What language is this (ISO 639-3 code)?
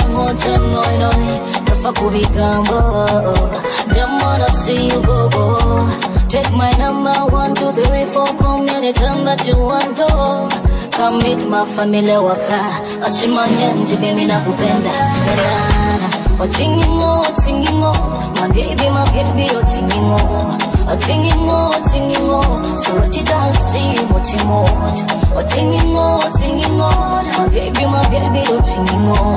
swa